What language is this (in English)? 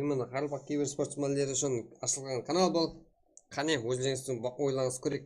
Kara-Kalpak